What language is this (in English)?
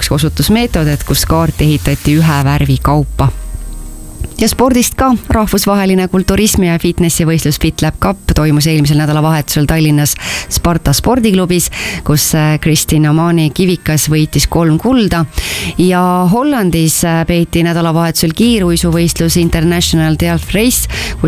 Estonian